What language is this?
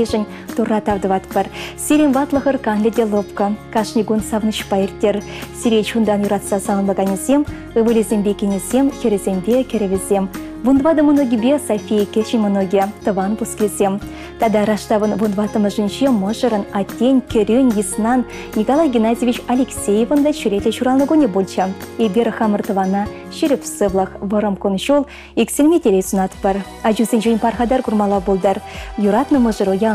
Chuvash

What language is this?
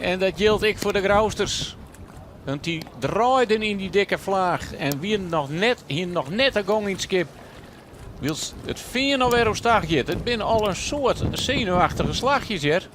Western Frisian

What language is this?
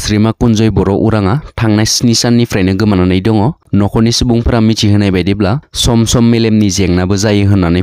Bodo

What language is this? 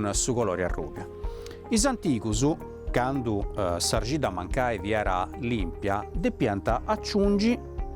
Sardinian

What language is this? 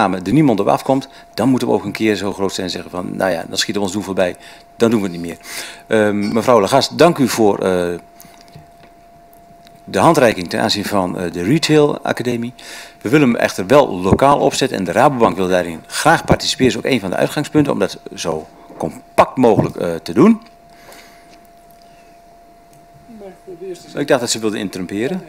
Dutch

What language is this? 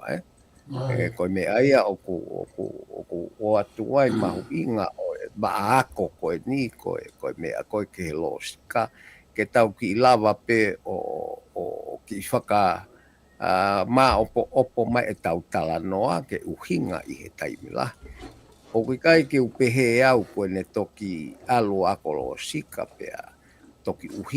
Tongan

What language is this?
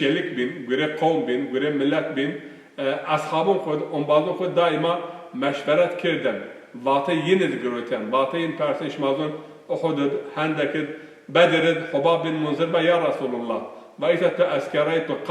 Zaza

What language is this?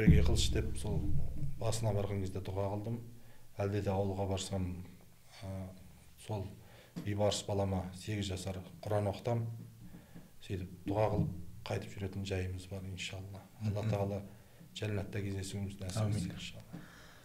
Kazakh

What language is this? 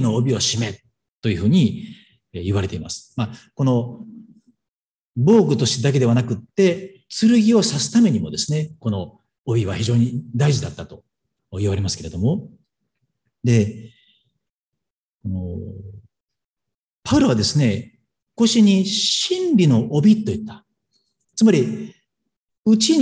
Japanese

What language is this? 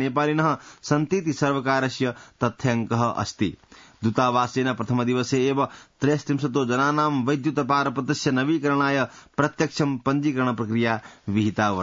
Sanskrit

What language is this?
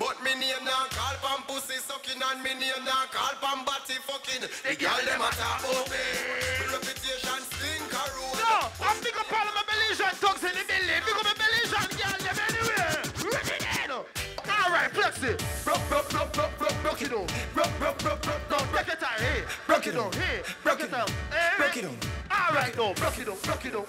Jamaican Creole English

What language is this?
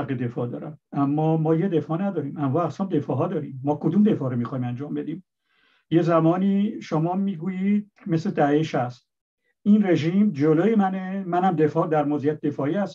Persian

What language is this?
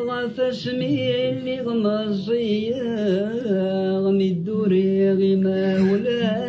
Kabyle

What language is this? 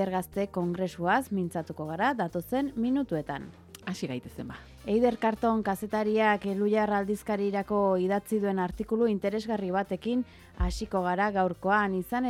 Basque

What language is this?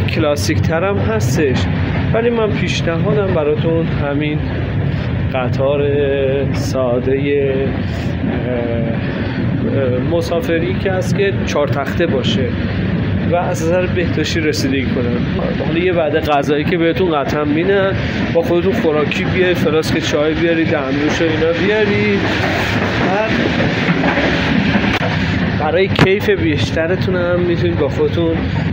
Persian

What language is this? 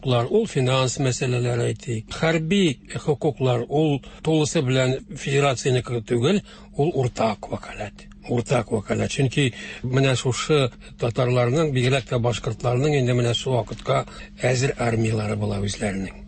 Tatar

